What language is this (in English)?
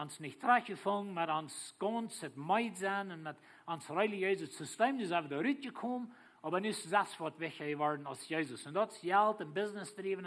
Plautdietsch